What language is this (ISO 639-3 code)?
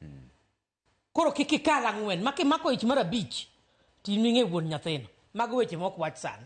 luo